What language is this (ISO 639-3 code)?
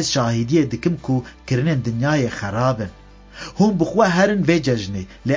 kur